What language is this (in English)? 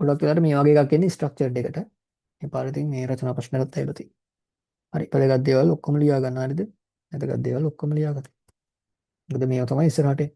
Sinhala